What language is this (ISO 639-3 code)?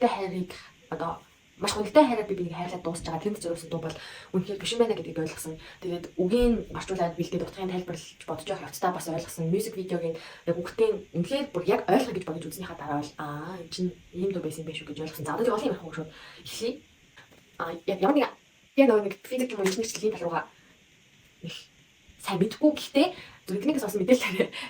mon